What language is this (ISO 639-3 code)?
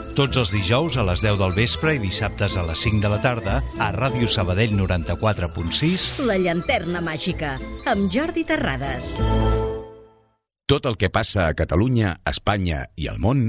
cat